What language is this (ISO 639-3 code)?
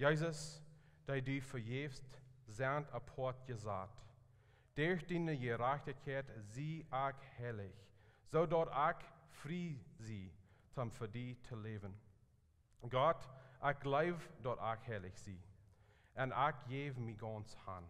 pdt